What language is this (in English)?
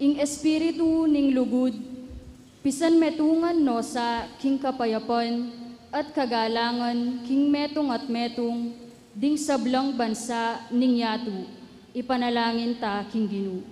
Pampanga